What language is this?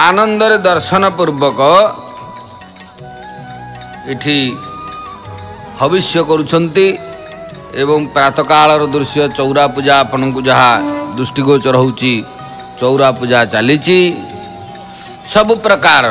Odia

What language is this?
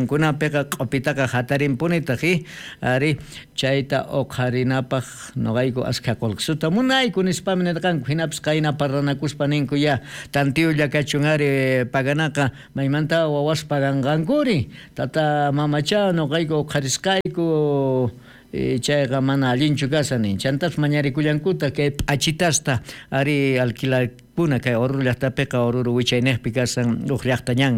South Bolivian Quechua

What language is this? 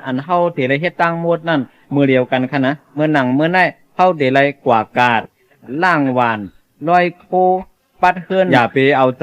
Shan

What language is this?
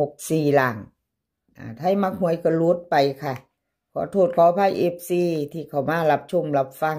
Northeastern Thai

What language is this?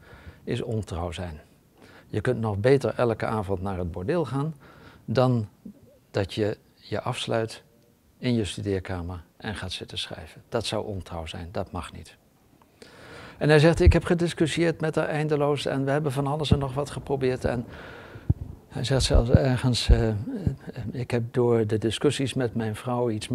Dutch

